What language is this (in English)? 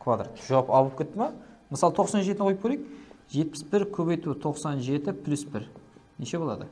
Kara-Kalpak